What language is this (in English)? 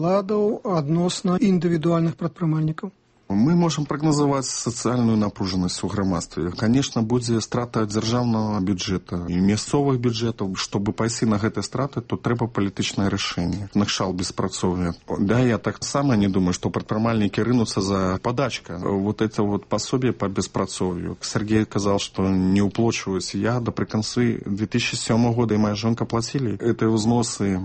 Belarusian